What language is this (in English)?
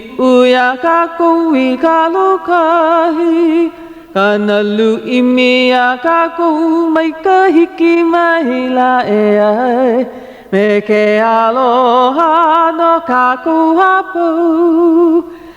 Hawaiian